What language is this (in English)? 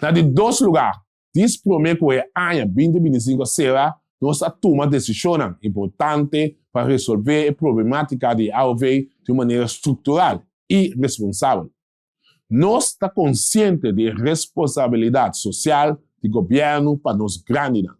Papiamento